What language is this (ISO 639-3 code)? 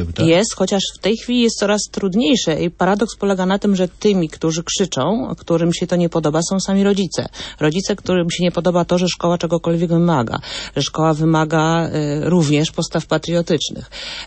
pol